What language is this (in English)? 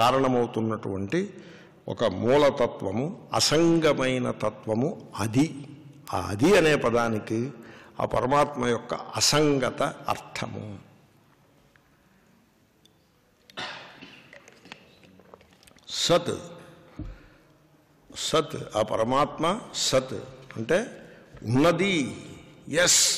Telugu